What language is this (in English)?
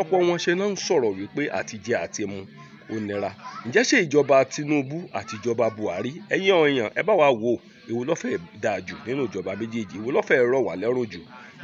Yoruba